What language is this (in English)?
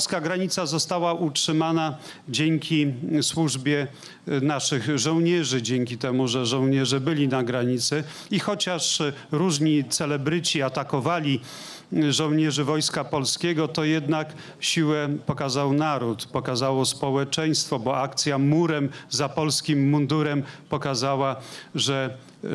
Polish